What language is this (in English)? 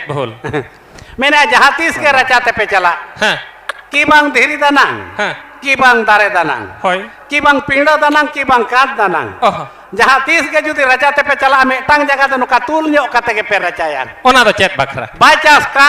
Santali